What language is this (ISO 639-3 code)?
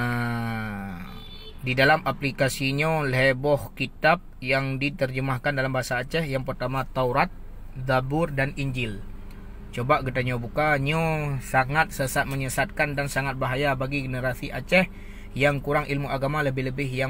ace